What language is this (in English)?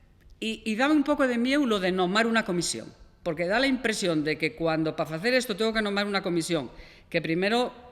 Asturian